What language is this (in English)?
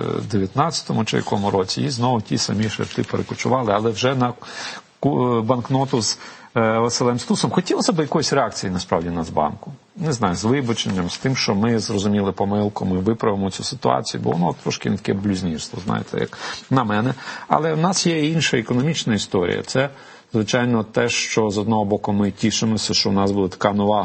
Ukrainian